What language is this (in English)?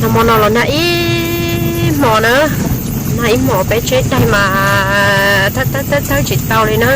Hmong